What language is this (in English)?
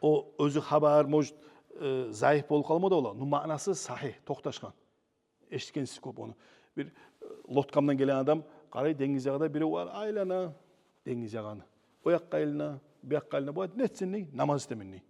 Kumyk